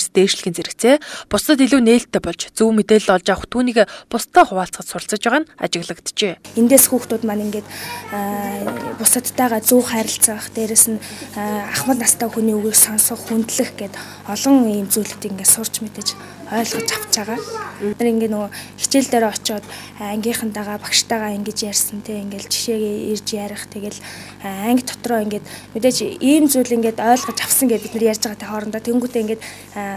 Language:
Mongolian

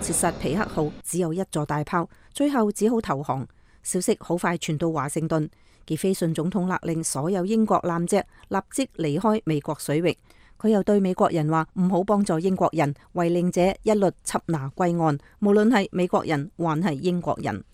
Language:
Cantonese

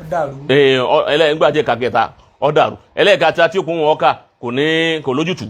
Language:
Yoruba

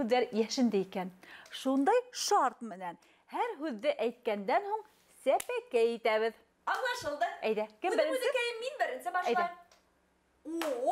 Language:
Bashkir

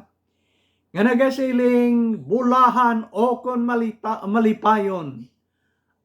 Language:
Hiligaynon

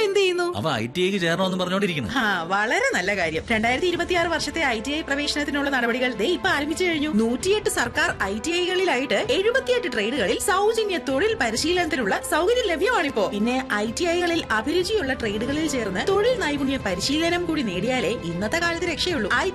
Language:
Malayalam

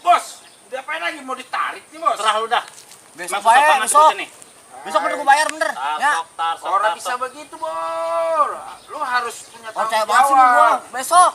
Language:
Betawi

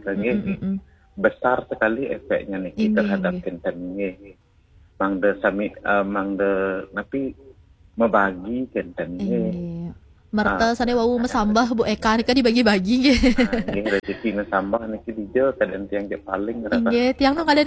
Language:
Balinese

